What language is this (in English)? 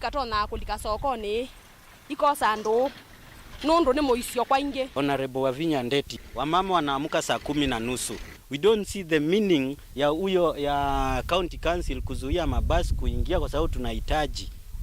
Kamba